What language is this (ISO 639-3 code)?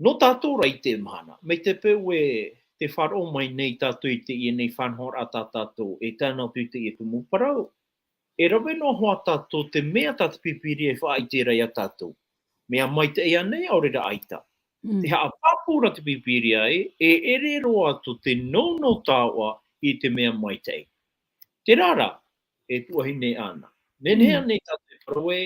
tah